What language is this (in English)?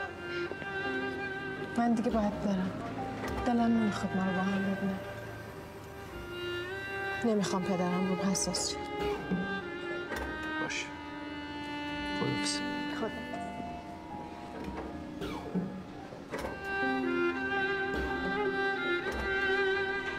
Persian